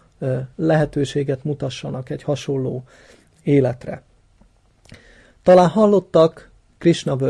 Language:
Hungarian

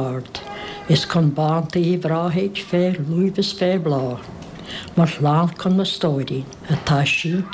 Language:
Irish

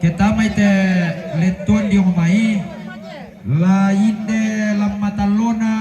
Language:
Toraja-Sa'dan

